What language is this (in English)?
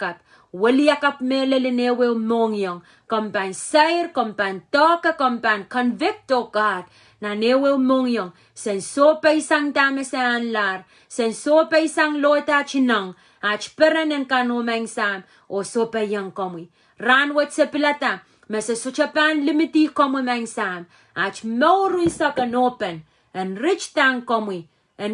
Pohnpeian